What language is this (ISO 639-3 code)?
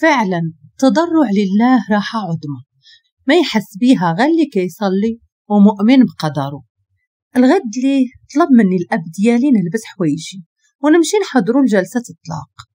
ary